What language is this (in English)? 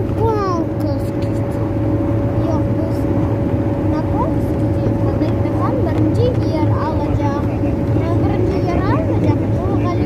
Crimean Tatar